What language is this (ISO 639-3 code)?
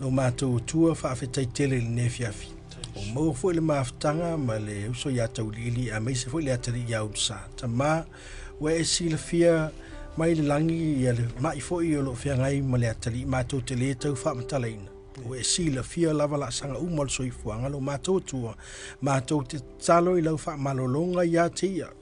smo